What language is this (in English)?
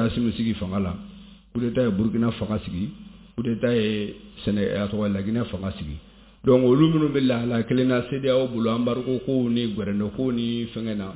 Bambara